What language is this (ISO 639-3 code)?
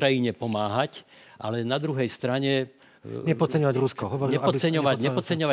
slk